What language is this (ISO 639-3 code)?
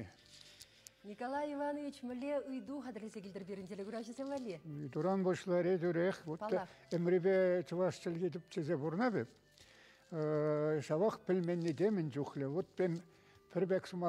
chv